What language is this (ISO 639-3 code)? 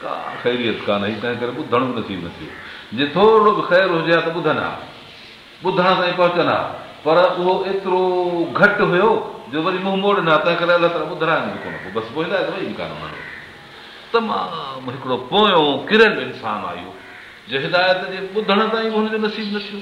snd